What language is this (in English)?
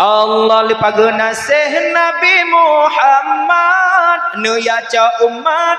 Achinese